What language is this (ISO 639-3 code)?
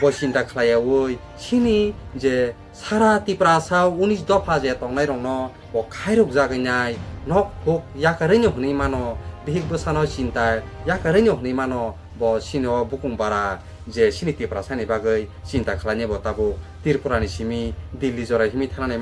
trp